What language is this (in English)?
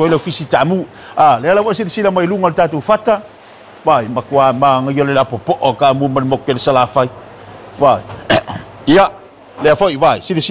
Samoan